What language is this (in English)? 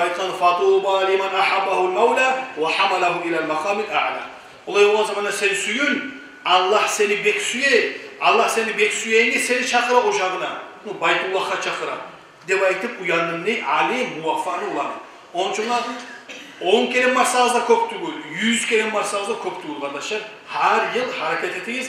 Kumyk